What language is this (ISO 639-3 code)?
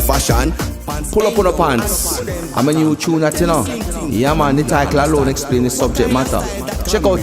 jam